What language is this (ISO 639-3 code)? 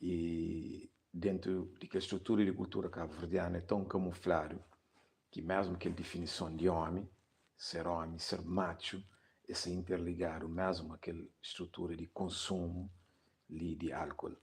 kea